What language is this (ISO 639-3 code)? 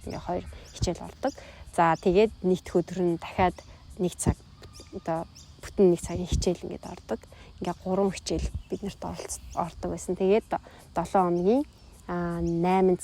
mon